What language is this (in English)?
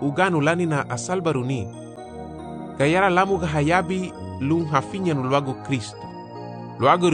Garifuna